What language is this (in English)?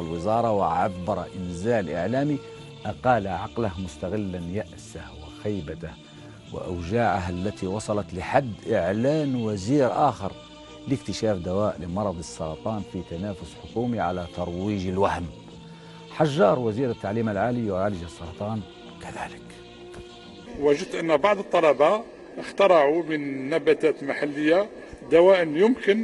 Algerian Arabic